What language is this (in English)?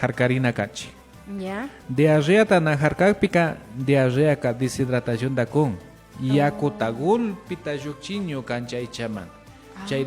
Imbabura Highland Quichua